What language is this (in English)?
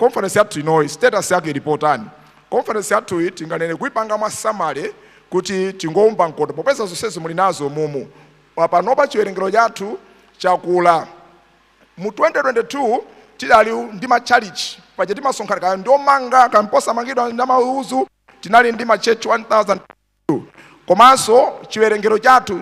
Nyanja